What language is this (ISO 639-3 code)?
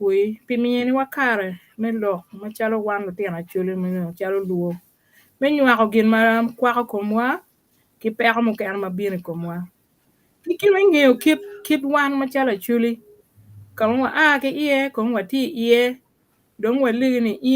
ach